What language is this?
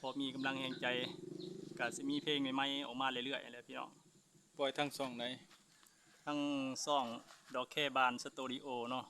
Lao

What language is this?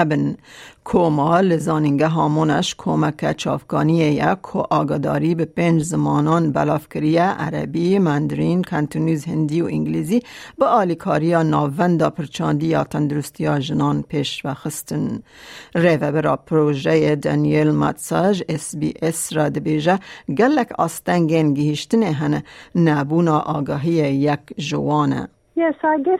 Kurdish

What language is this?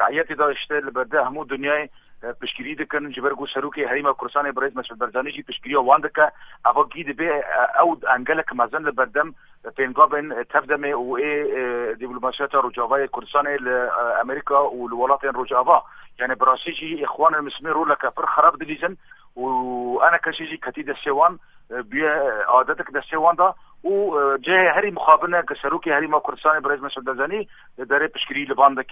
Kurdish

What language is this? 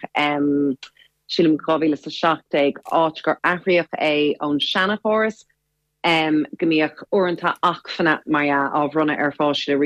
Irish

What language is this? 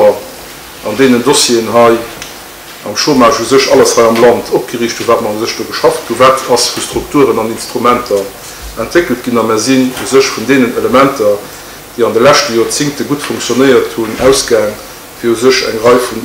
Luxembourgish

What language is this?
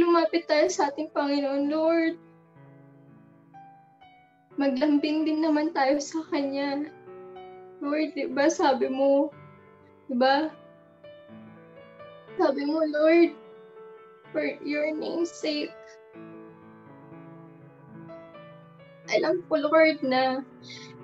Filipino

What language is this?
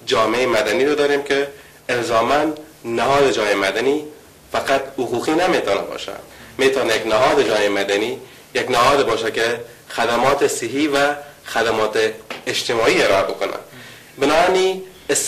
Persian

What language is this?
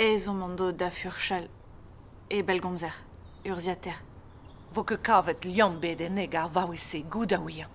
Breton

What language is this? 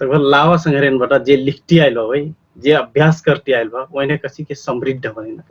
Dangaura Tharu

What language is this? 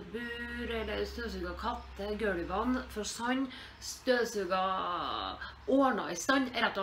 Norwegian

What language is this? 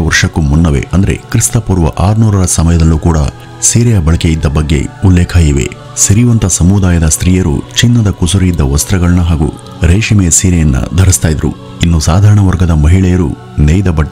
Kannada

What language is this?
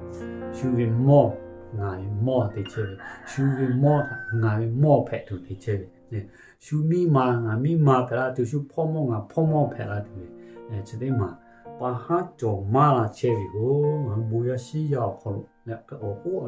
Lahu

